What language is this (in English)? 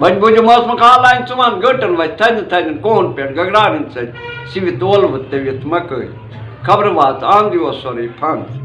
Kashmiri